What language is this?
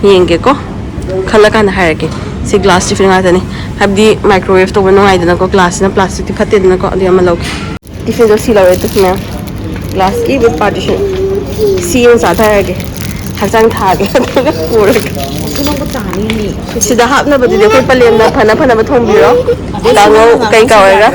Manipuri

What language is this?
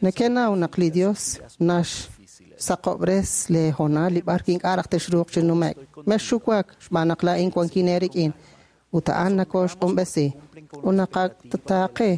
Kekchí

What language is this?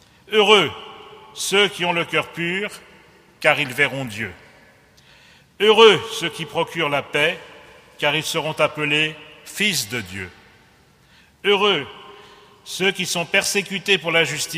French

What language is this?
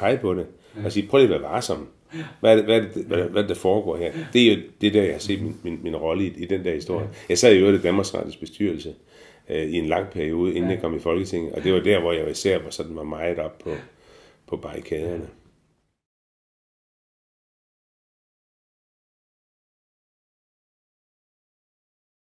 Danish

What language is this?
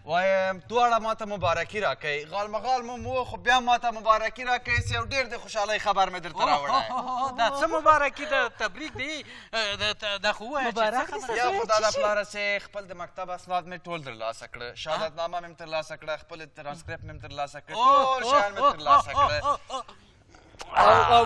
Pashto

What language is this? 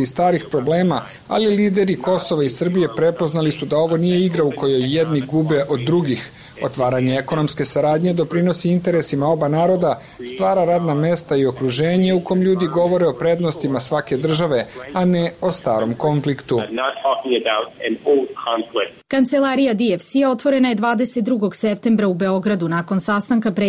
Serbian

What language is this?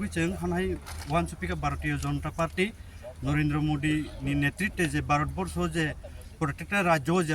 Kok Borok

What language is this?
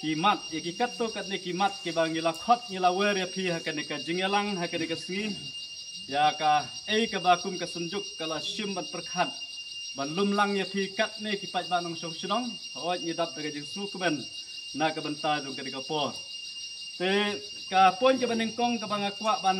Khasi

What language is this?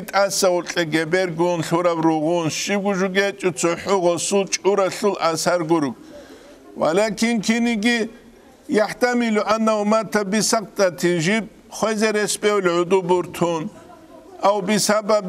Avaric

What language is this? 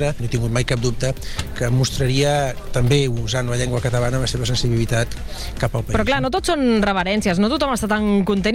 Catalan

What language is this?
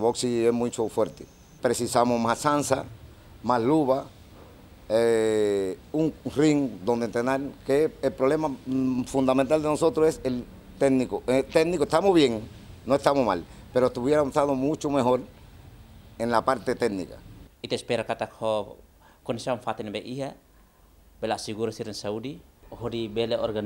Tetum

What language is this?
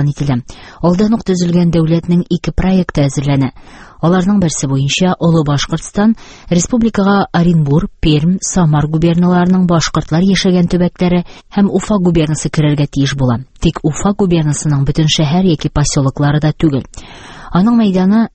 Tatar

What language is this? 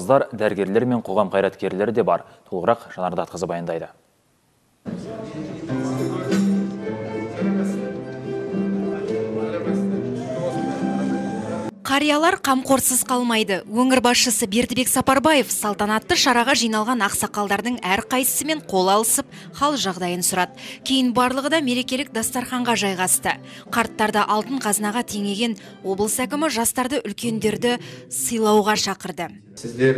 Kazakh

